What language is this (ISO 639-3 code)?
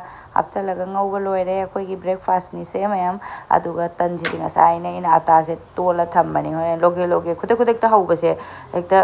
mni